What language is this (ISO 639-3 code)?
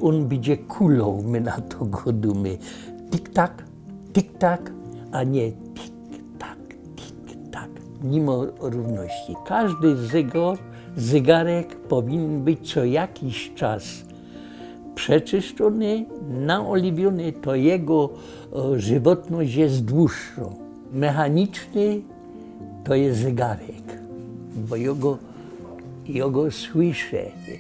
szl